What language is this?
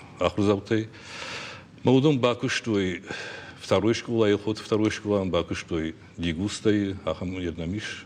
Ossetic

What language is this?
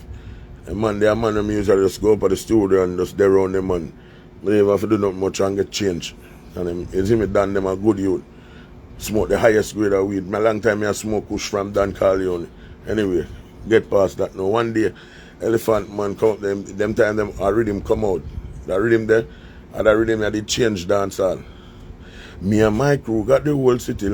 Jamaican Creole English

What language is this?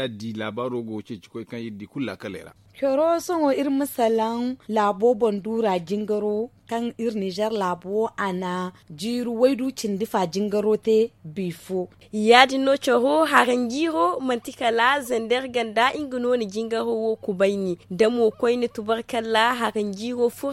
Zarma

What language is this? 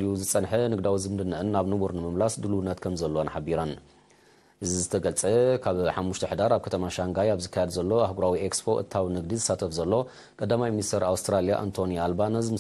Tigrinya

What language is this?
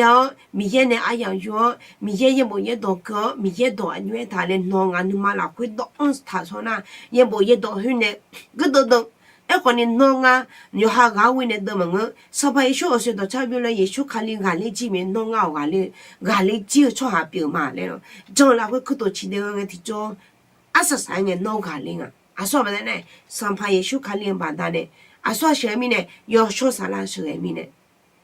Akha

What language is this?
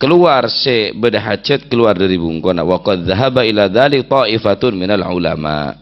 Madurese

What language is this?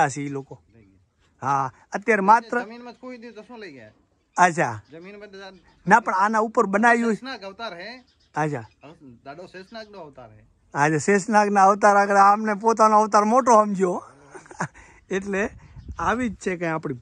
Gujarati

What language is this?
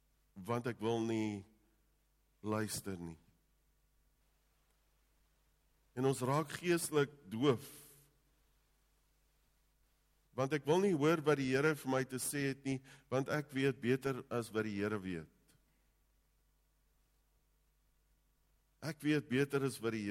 Afrikaans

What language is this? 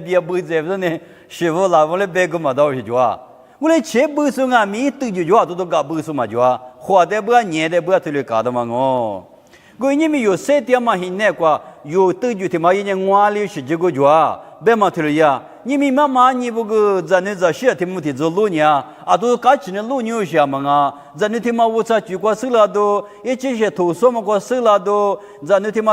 Lisu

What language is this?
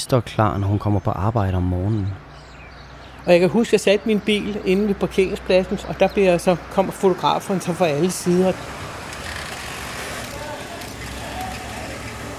Danish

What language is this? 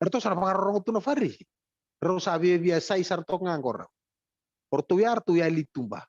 Fijian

